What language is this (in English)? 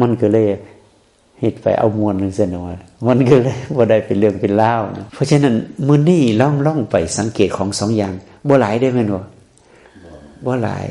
Northeastern Thai